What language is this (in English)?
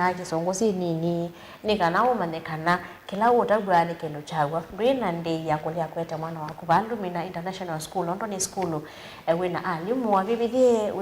Kamba